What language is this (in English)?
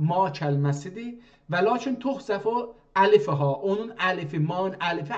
South Azerbaijani